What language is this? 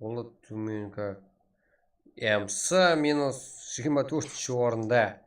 Kara-Kalpak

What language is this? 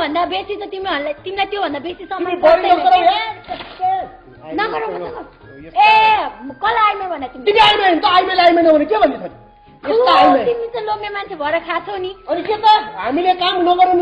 Nepali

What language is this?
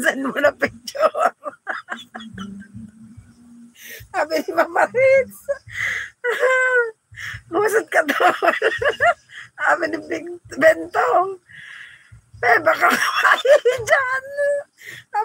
Filipino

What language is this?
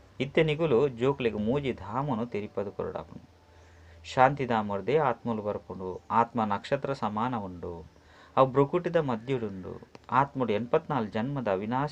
Tulu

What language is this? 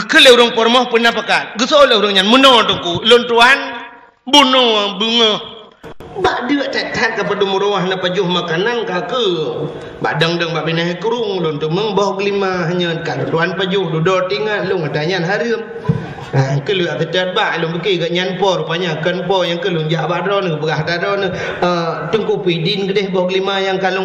Achinese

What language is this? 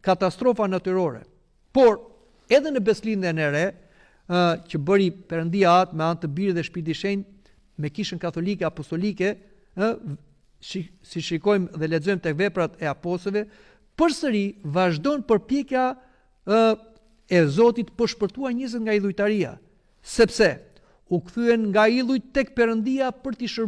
Albanian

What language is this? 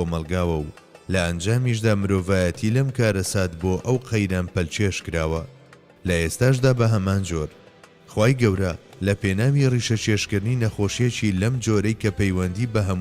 Central Kurdish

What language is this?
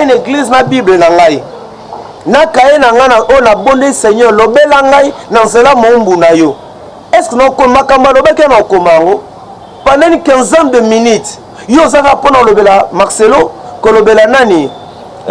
Lingala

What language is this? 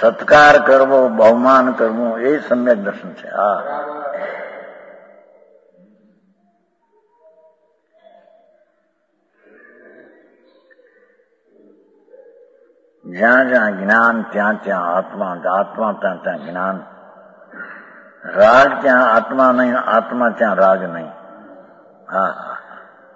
Gujarati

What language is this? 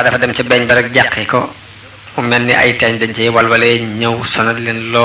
Wolof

